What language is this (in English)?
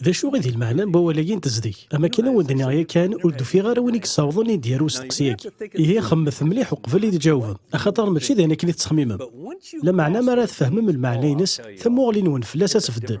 Kabyle